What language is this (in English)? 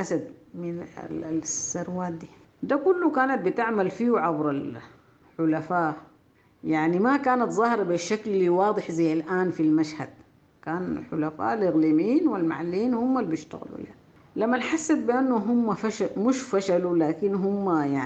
Sudanese Arabic